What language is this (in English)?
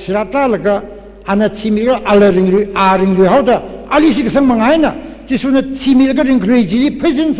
Tangkhul Naga (India)